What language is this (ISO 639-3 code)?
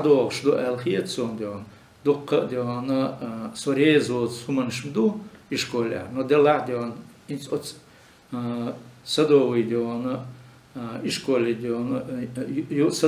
che